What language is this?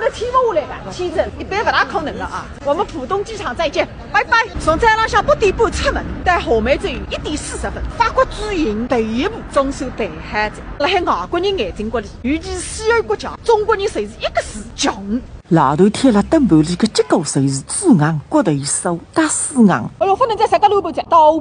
Wu Chinese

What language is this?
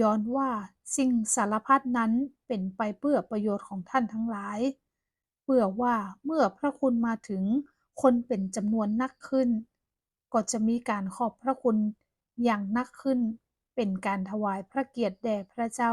Northern Thai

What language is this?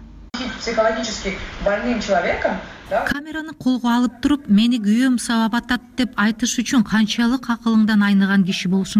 Kyrgyz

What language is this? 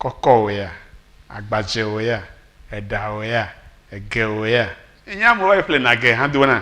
Ewe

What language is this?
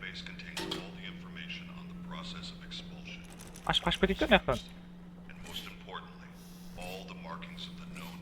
Kara-Kalpak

